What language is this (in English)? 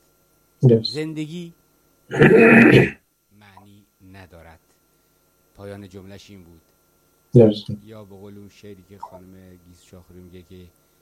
Persian